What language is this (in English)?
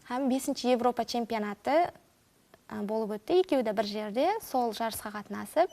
Kara-Kalpak